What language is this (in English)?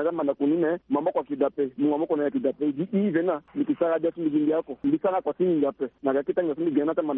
Sango